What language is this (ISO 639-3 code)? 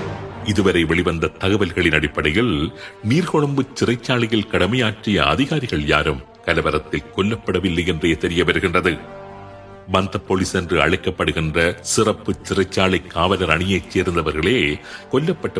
tam